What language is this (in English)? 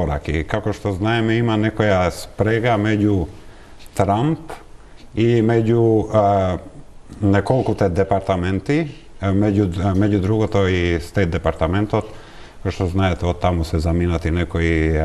Macedonian